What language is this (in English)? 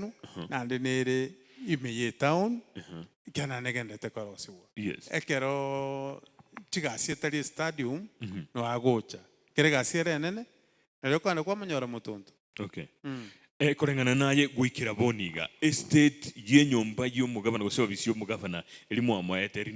Gusii